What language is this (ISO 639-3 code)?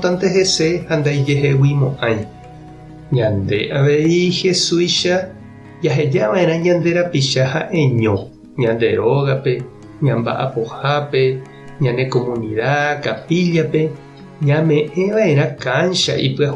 grn